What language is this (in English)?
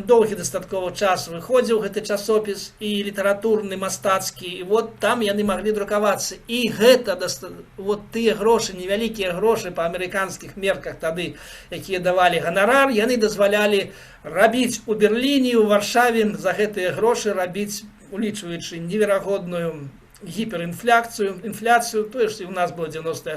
Belarusian